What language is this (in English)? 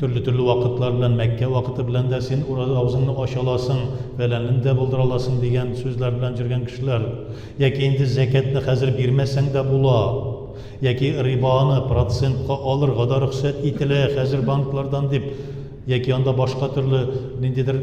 Tatar